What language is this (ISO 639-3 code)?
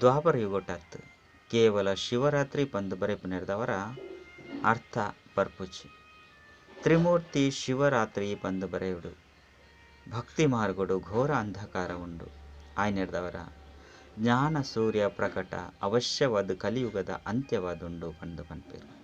tcy